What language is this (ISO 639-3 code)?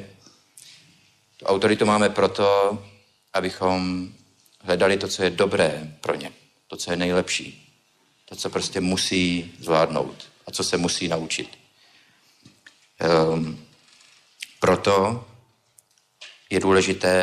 ces